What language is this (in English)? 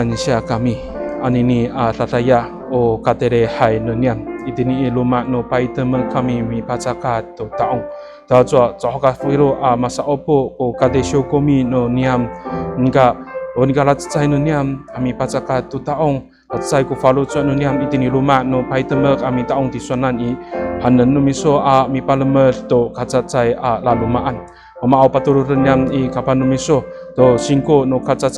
Amis